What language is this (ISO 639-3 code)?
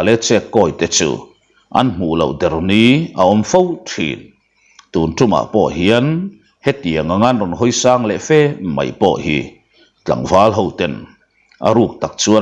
lus